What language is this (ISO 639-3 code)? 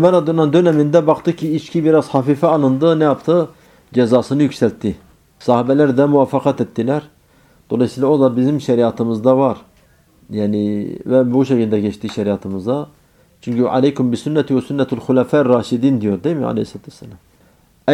tur